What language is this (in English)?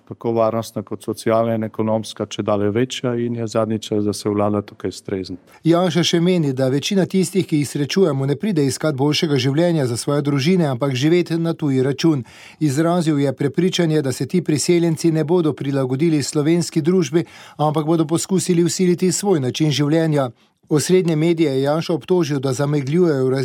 Slovenian